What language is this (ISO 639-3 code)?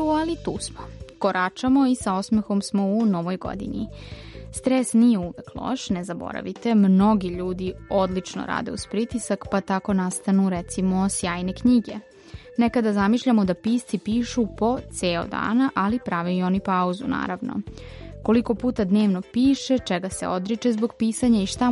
srp